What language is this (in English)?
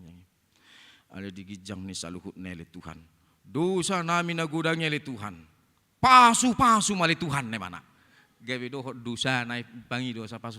Batak Toba